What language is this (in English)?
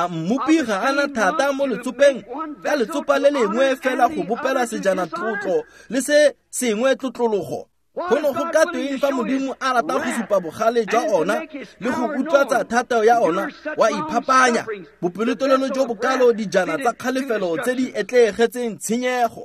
Tswana